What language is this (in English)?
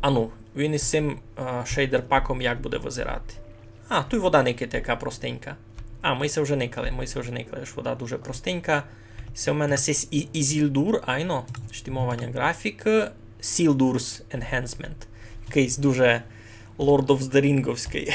Rusyn